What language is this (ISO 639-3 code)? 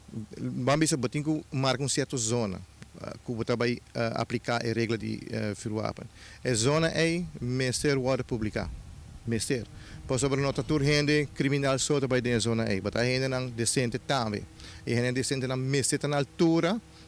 pap